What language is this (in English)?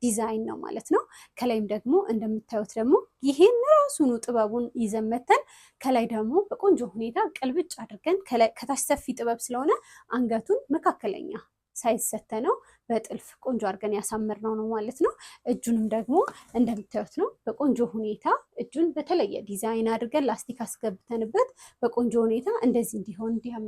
Amharic